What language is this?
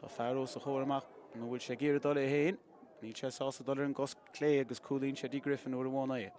Irish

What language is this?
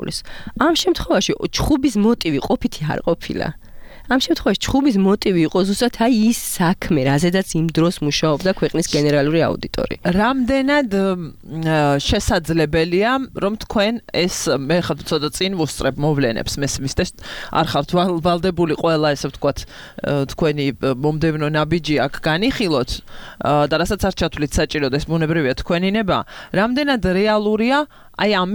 Georgian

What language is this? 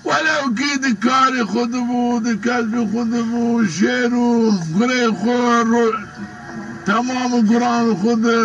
Zaza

